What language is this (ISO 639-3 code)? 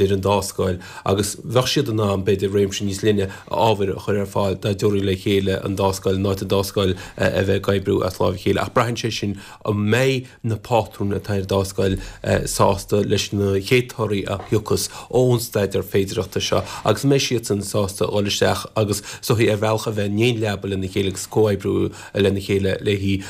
gle